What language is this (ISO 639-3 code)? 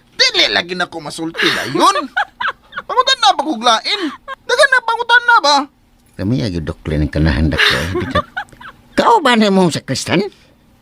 ceb